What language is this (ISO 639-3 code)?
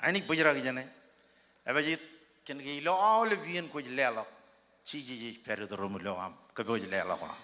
mah